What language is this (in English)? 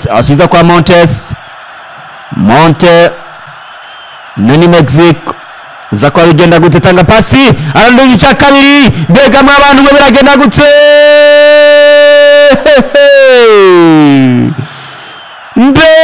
Rundi